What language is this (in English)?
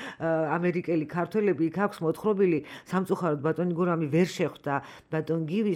Georgian